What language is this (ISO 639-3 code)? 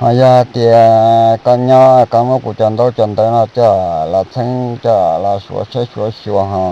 hmn